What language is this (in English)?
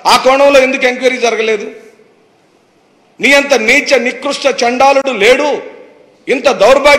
Telugu